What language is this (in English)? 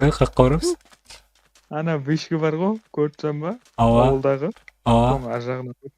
Kara-Kalpak